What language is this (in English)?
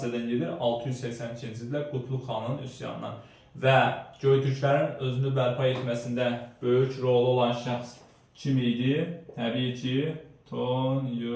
Azerbaijani